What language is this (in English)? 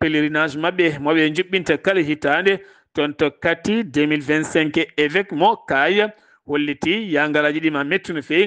Fula